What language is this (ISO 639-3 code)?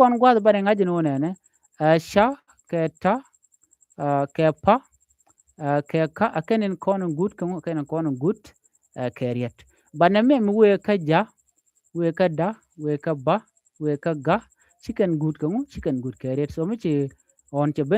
nus